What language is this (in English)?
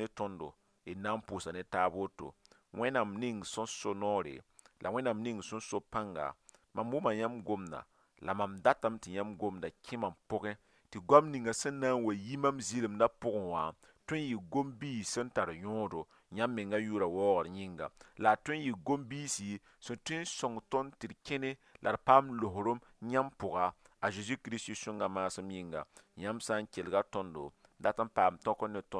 Mossi